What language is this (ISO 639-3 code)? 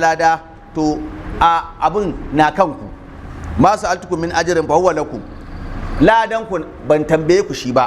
hau